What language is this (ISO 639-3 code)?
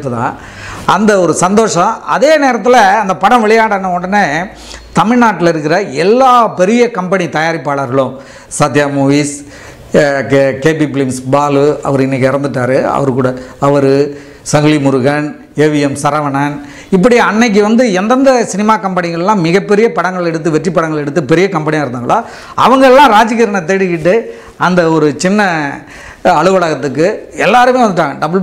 tam